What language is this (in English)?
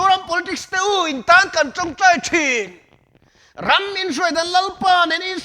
Mizo